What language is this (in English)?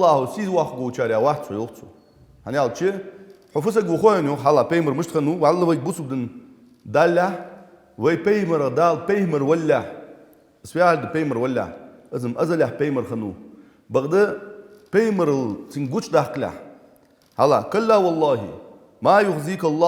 Ingush